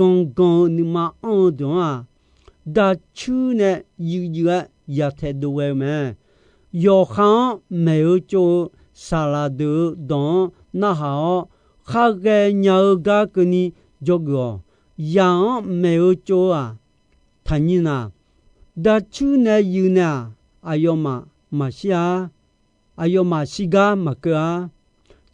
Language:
Akha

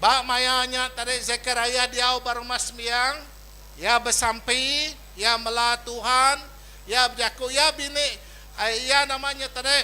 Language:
Iban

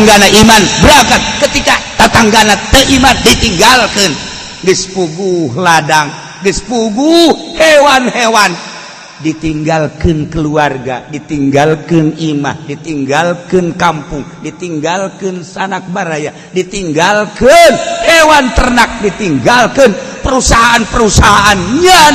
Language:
Sundanese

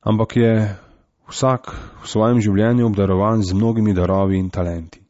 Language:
Slovenian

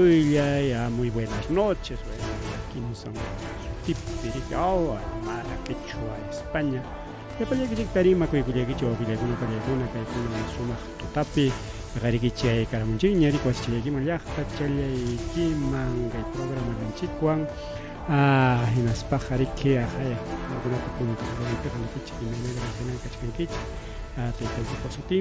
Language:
Ayacucho Quechua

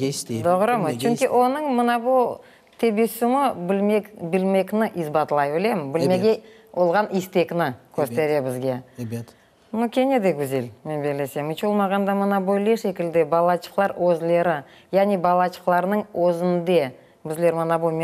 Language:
Crimean Tatar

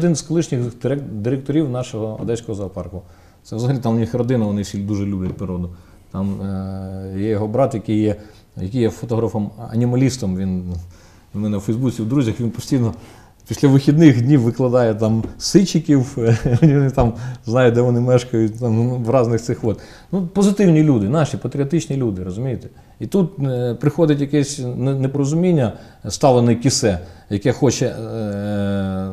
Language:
Ukrainian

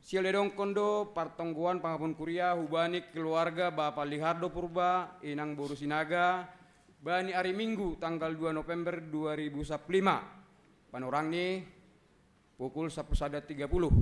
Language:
Batak Simalungun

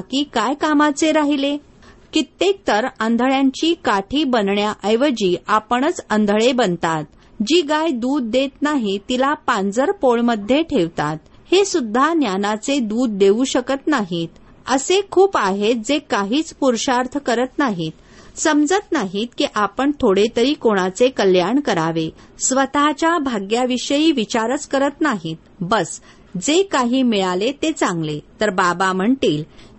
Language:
Marathi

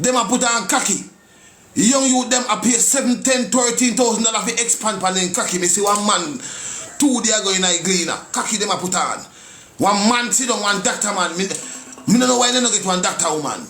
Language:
Jamaican Creole English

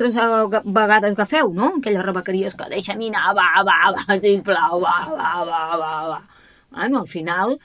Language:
Catalan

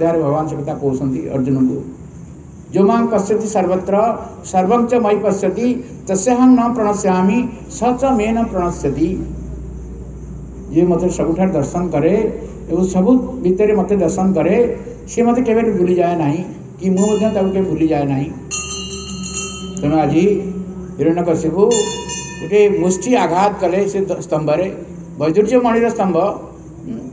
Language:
Odia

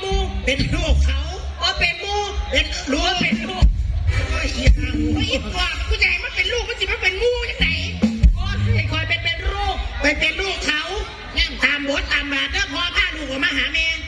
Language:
Northeastern Thai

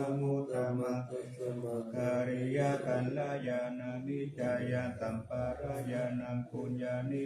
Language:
Pali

